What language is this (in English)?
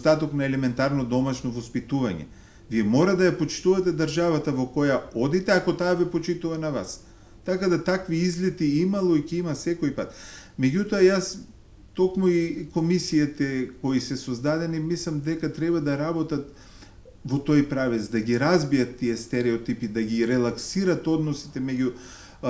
Macedonian